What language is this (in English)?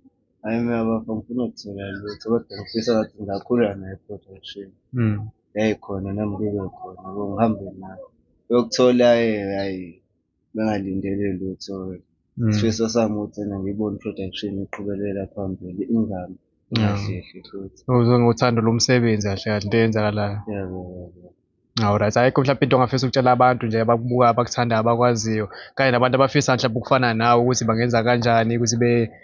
Zulu